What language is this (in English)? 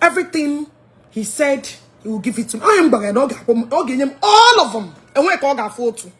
Igbo